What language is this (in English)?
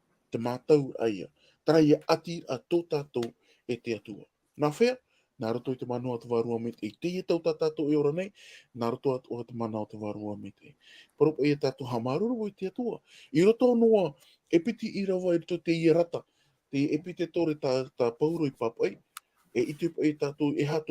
Tahitian